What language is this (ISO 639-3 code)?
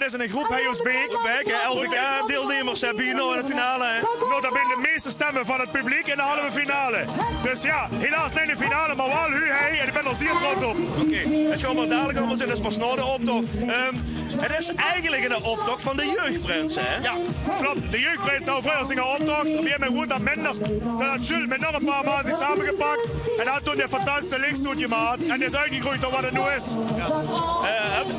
lim